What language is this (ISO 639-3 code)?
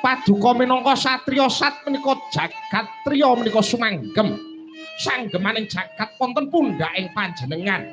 jav